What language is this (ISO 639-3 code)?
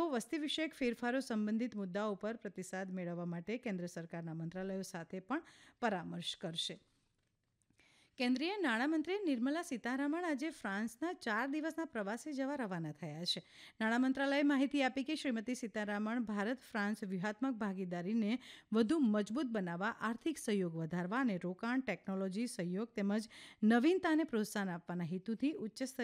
guj